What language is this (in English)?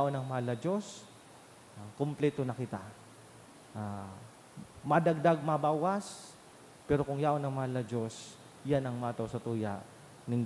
Bikol